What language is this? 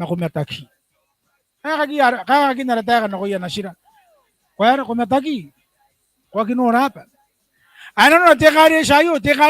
Gilbertese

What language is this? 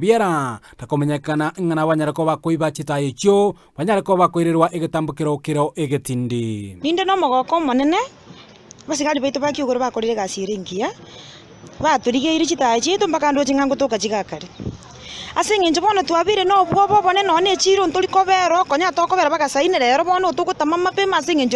Gusii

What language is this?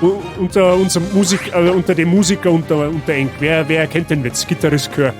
Bavarian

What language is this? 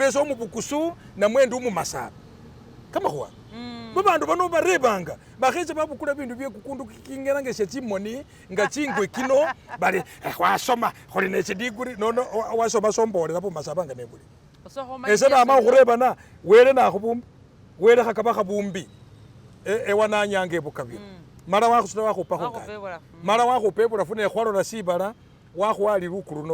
Masaaba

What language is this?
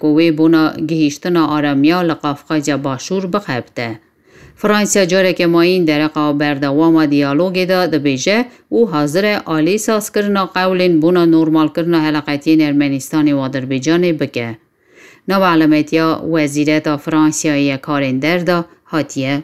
Kurdish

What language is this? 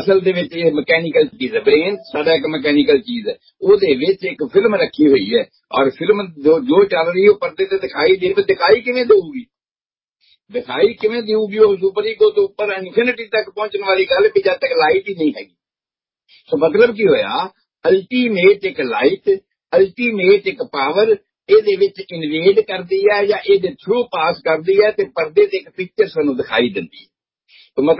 Punjabi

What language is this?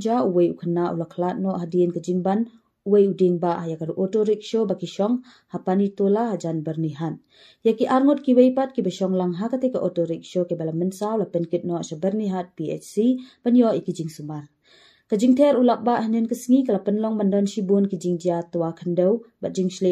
Khasi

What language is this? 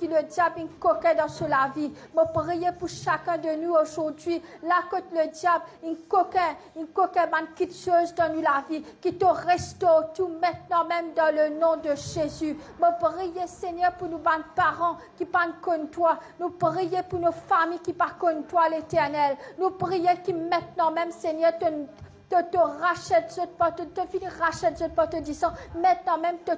Morisyen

